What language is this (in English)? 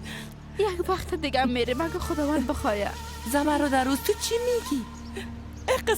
Persian